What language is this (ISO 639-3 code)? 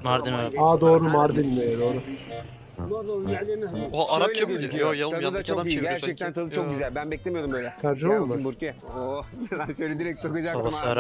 tur